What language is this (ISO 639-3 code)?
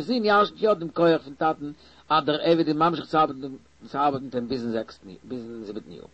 yid